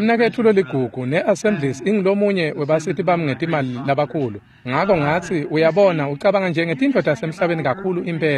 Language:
Swati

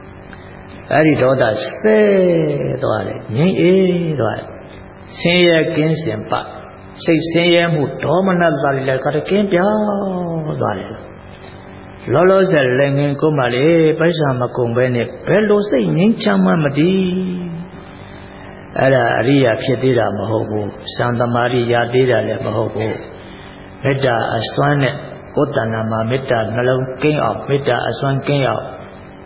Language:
Burmese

